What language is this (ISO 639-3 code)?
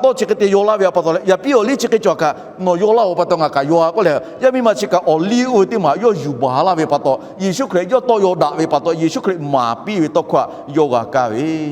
lhu